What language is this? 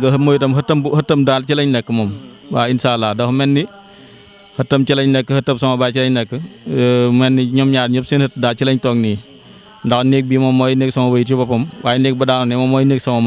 Wolof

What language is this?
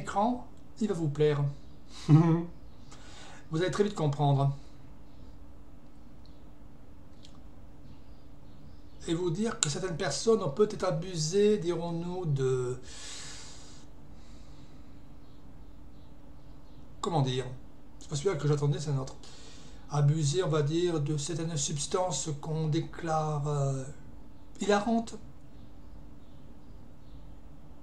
French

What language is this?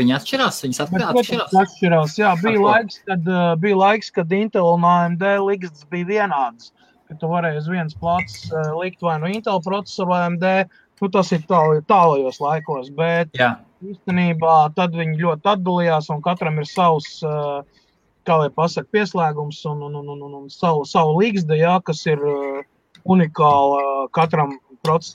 Latvian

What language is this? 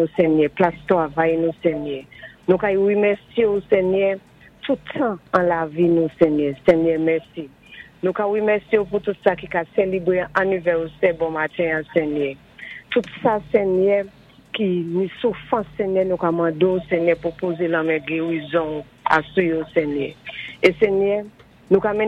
Saint Lucian Creole French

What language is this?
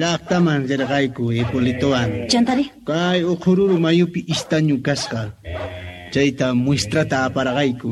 Quechua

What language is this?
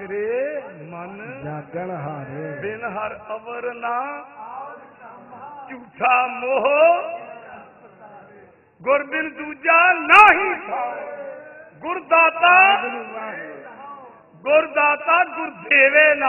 Punjabi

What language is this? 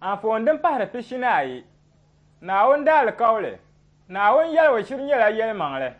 Dagbani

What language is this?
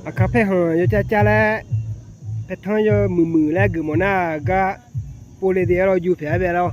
Akha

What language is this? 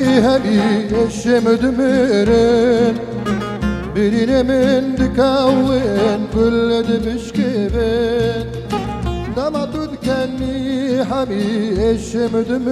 Kurdish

